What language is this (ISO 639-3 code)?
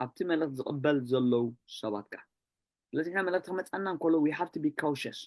tir